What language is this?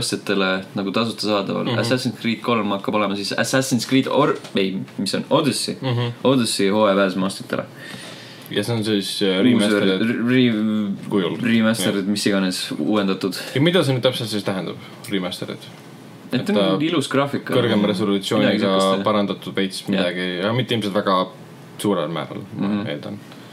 Estonian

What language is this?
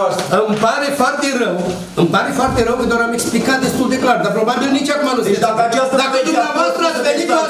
Romanian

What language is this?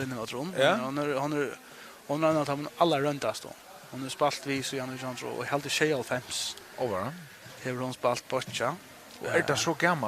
Faroese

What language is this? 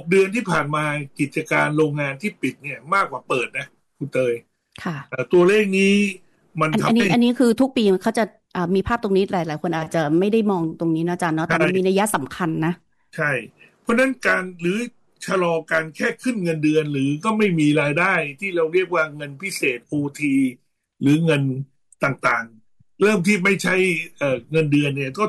Thai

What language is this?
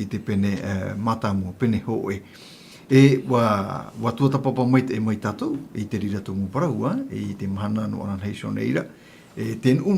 Tahitian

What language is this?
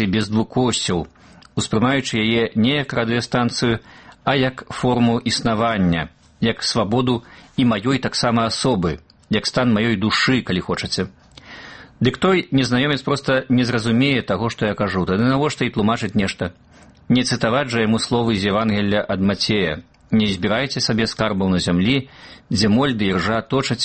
Belarusian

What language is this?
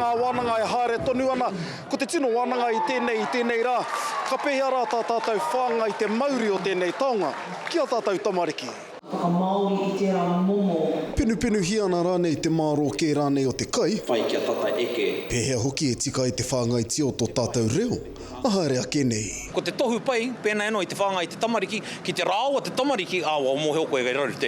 Māori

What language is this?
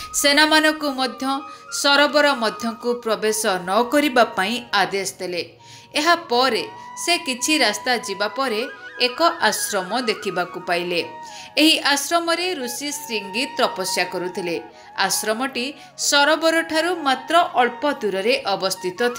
Odia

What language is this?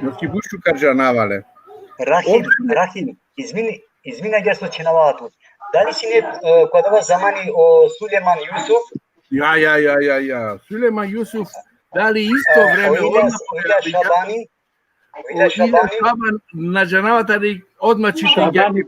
Balkan Romani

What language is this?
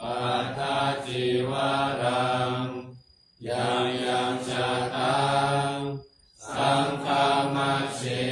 Pali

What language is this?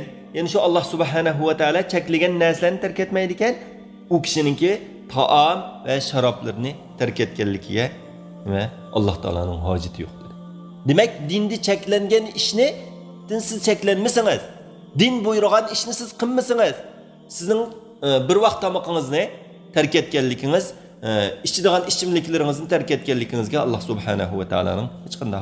Uyghur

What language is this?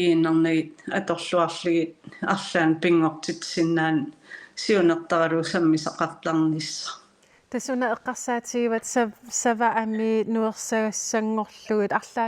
Kalaallisut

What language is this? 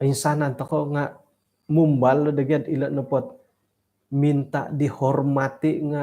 Central Dusun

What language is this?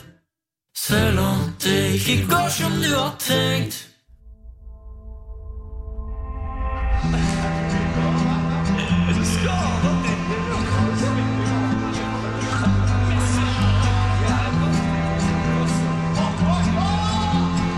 Norwegian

